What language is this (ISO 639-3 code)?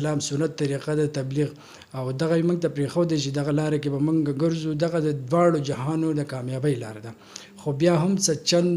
pus